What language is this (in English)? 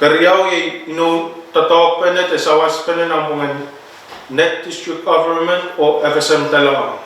Pohnpeian